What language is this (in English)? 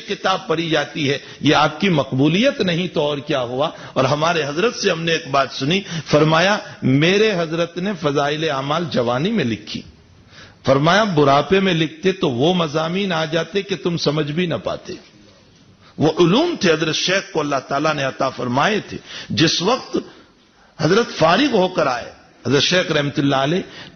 Urdu